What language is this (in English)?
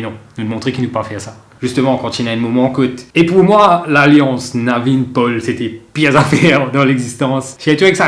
Morisyen